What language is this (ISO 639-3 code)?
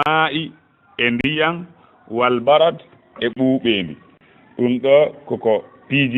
ful